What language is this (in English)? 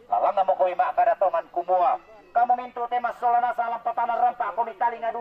Toraja-Sa'dan